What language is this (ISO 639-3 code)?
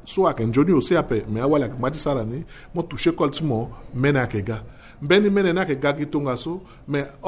sag